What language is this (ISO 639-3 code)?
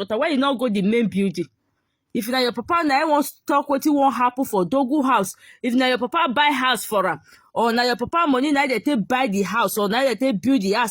pcm